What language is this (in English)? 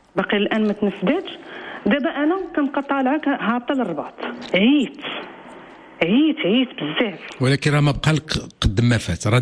Moroccan Arabic